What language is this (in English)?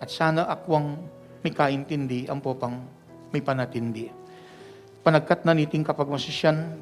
Pampanga